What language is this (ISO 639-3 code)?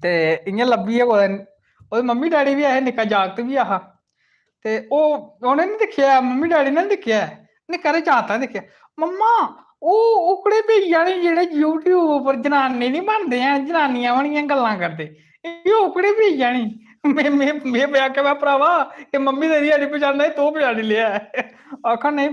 doi